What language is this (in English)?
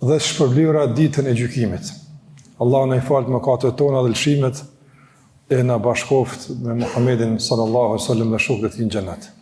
Albanian